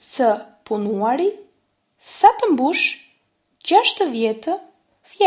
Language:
Albanian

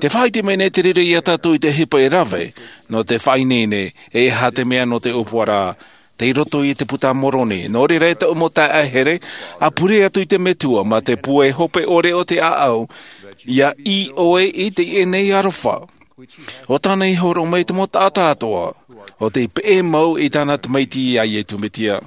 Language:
Tahitian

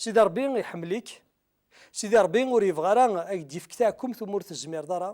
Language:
Kabyle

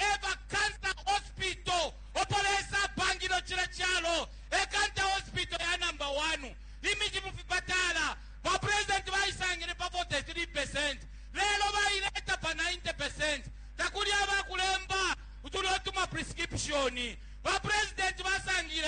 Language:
Bemba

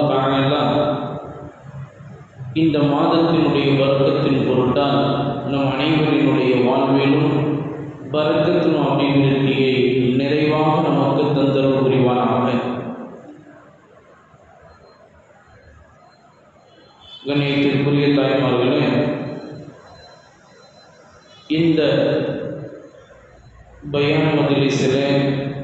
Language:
Tamil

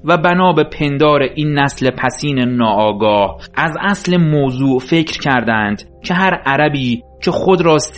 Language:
Persian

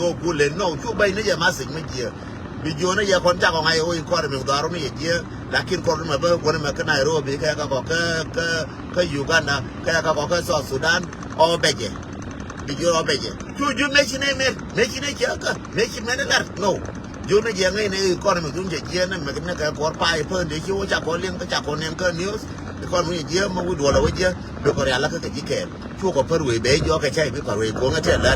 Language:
Nuer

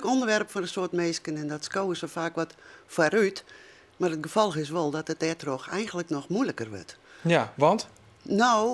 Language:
Western Frisian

